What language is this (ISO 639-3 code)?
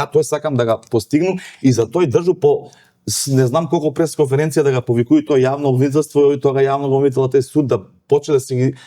mkd